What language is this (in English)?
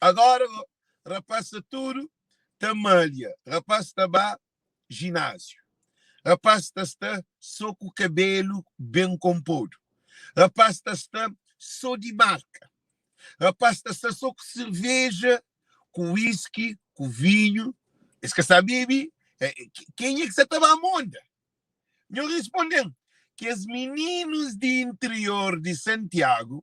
Kabuverdianu